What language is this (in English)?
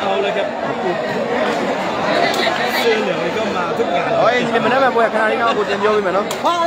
Burmese